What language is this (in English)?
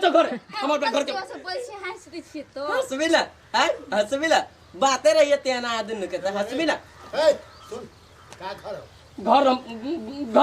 Maithili